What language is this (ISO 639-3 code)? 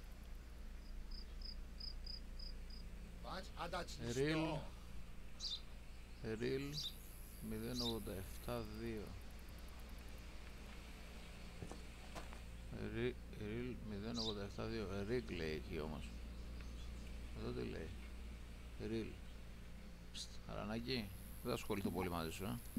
ell